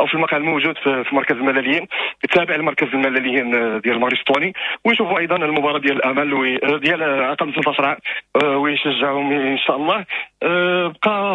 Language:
Moroccan Arabic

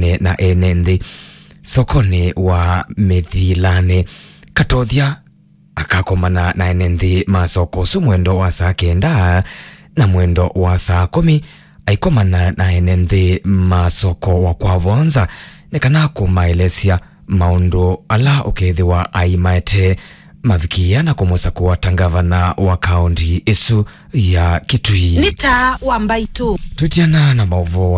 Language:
Kamba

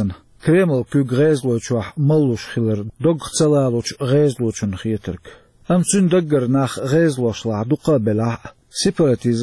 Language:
Chechen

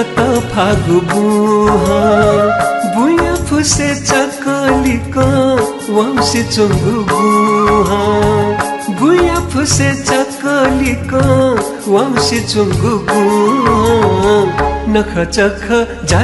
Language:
Newari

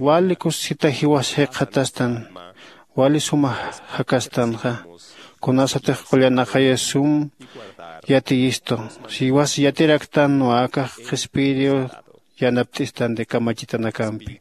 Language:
Aymara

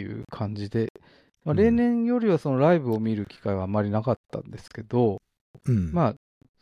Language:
Japanese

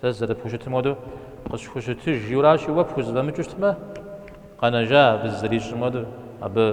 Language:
Kabardian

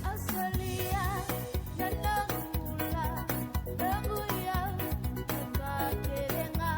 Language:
Fijian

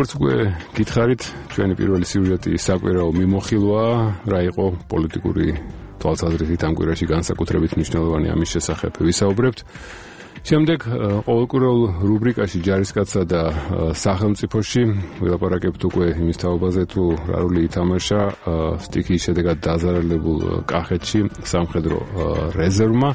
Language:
Georgian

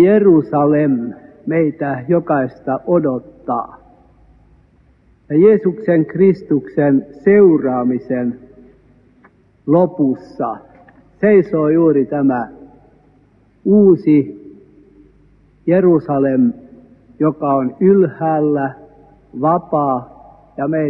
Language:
Finnish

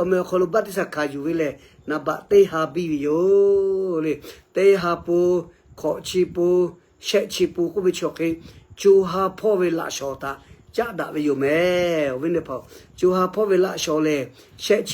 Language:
Lahu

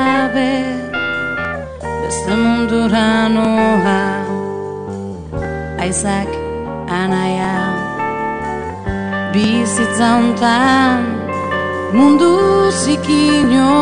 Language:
Basque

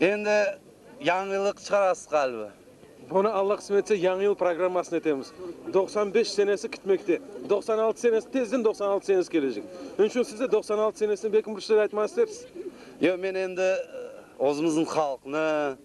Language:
Crimean Tatar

